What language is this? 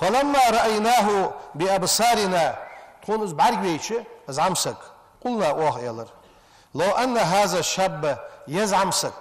Ingush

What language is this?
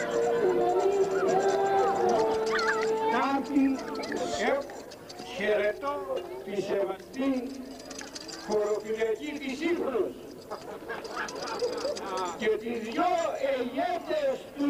Greek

